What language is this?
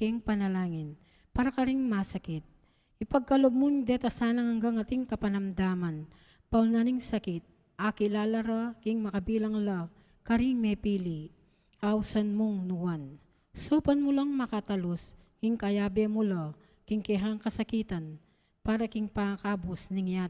Pampanga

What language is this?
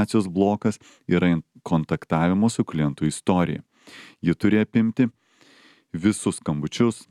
Lithuanian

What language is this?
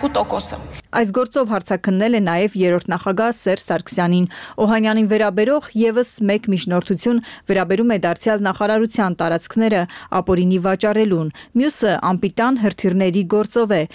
Armenian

